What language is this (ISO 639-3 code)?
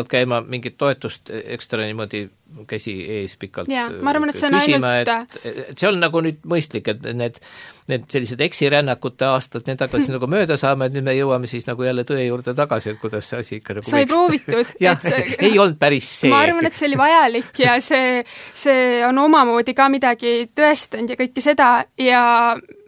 est